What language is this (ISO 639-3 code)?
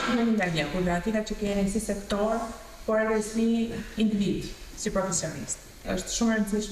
sqi